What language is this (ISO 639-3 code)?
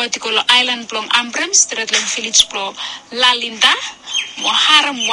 bis